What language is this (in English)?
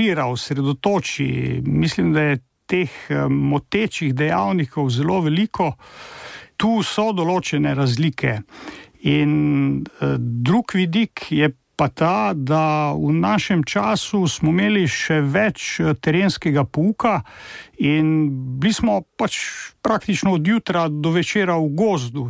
Slovenian